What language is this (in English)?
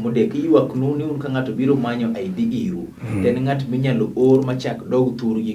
Luo (Kenya and Tanzania)